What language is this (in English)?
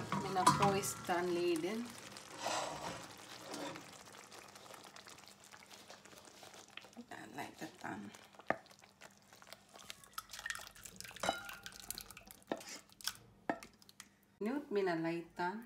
Finnish